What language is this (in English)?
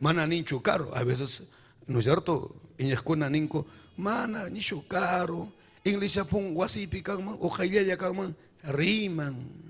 Ayacucho Quechua